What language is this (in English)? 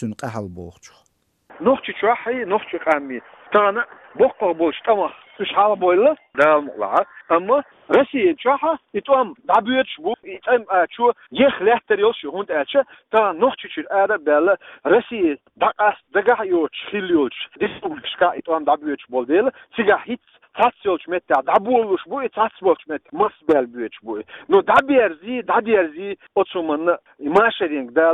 Chechen